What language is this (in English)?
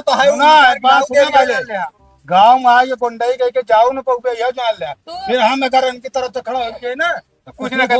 Awadhi